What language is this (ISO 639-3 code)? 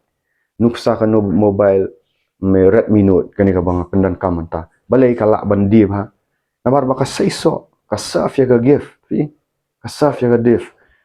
kha